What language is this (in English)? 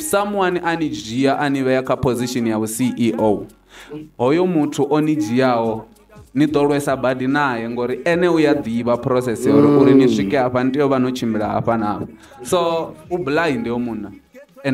Venda